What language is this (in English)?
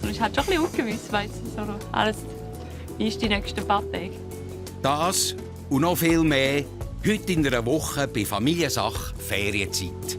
Swiss German